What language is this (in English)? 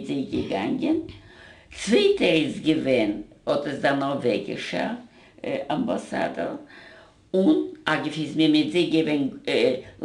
Yiddish